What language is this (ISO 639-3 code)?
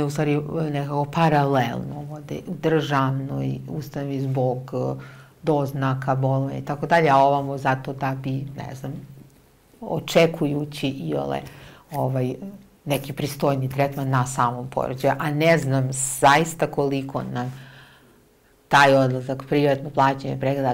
srp